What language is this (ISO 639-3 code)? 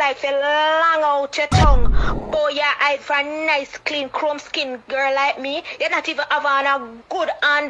jam